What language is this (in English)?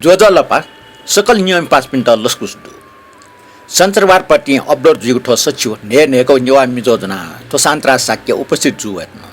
Newari